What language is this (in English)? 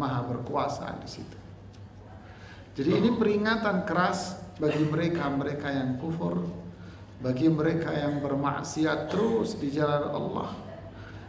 Indonesian